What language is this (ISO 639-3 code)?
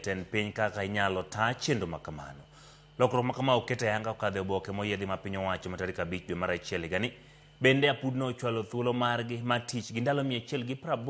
luo